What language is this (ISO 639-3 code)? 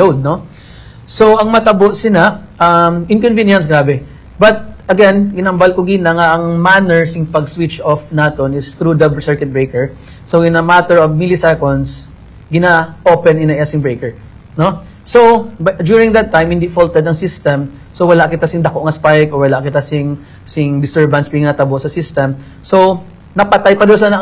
hil